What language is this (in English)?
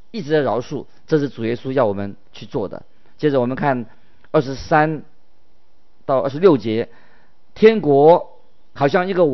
Chinese